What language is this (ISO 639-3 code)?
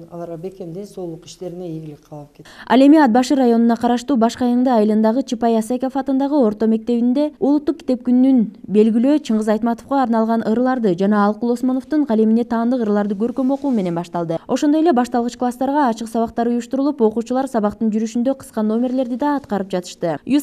kir